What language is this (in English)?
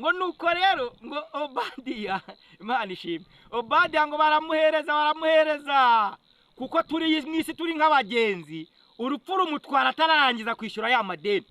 Kinyarwanda